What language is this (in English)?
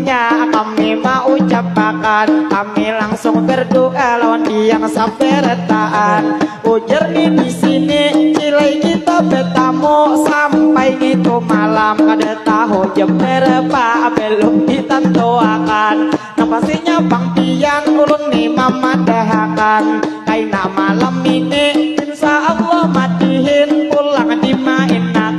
Banjar